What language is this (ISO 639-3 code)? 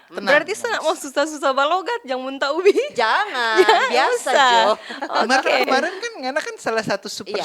xmm